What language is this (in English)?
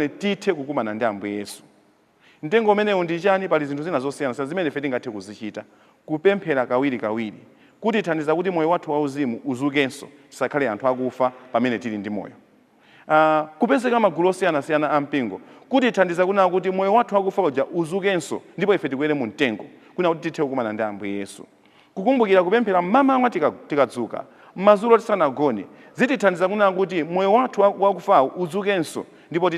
Nyanja